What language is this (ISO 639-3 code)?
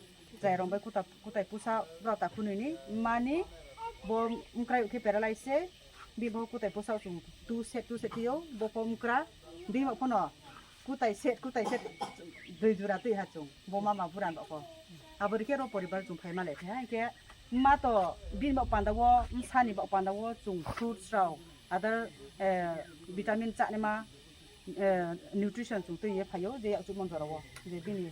ria